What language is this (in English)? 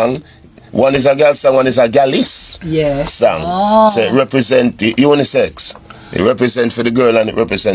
Jamaican Creole English